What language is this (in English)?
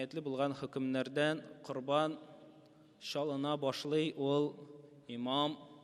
Tatar